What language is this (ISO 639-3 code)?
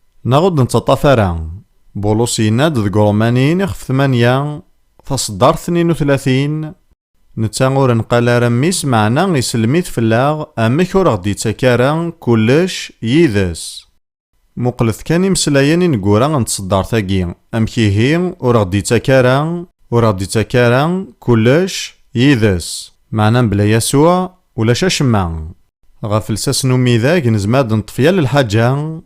kab